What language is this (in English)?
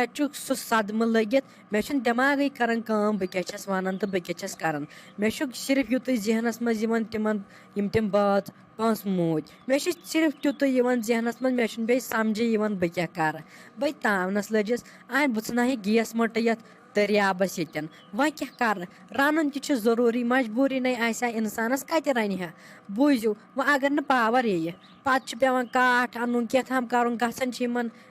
Kashmiri